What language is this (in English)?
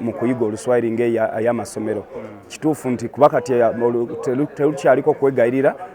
Ganda